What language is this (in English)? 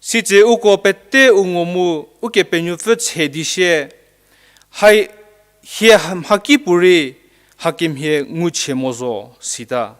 Angami Naga